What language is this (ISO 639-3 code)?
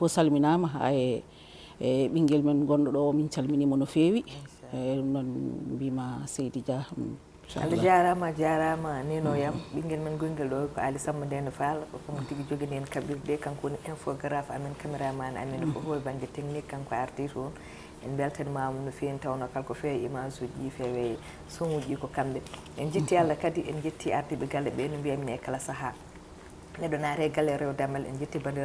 ful